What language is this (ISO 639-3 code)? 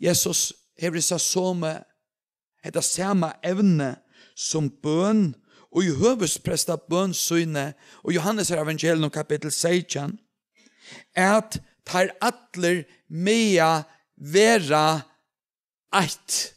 fao